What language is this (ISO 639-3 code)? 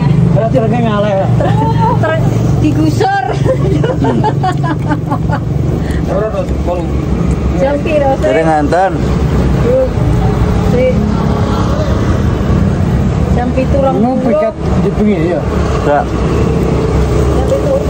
jav